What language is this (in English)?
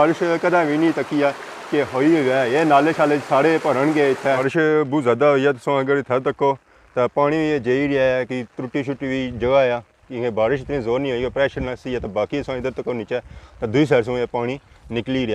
Pahari-Potwari